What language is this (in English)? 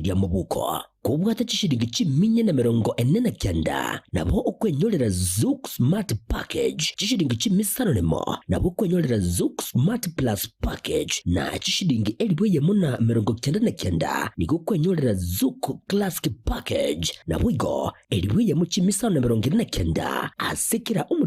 Gusii